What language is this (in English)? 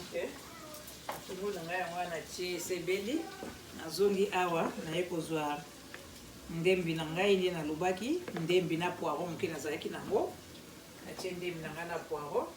Lingala